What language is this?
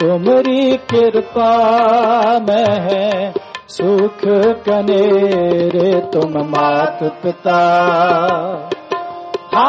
Punjabi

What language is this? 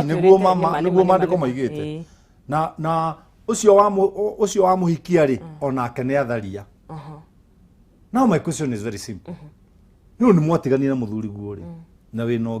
Kikuyu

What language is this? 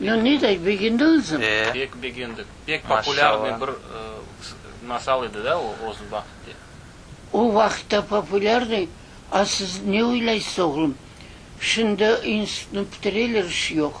Crimean Tatar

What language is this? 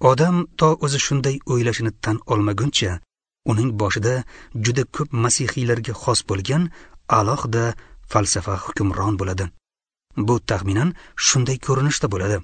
Uzbek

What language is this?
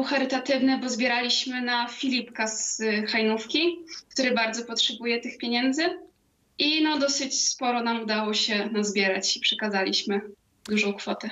Polish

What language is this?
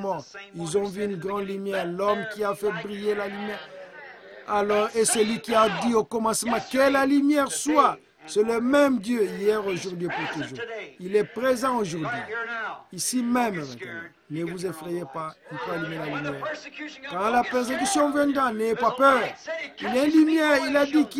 French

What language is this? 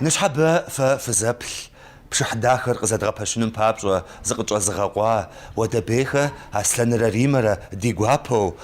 Kabardian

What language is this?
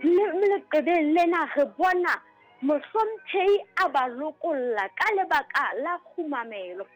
Southern Sotho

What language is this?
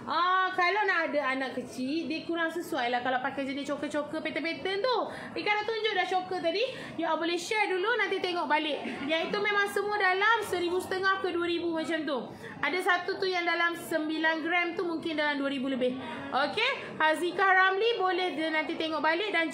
Malay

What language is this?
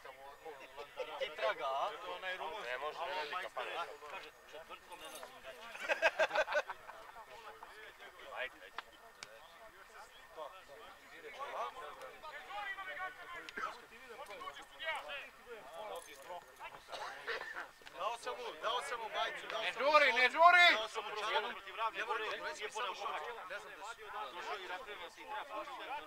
Serbian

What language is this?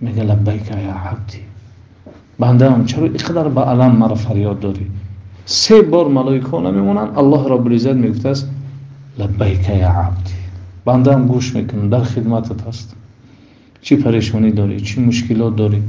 Tajik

